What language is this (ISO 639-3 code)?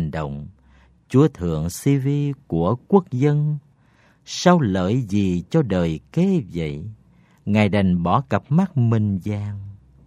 vie